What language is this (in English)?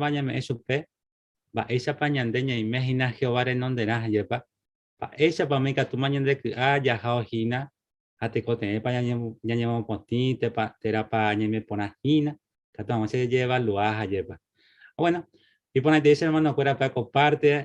Guarani